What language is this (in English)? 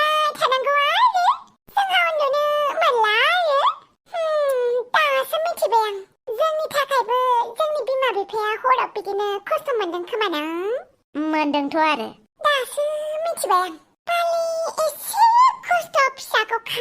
Bodo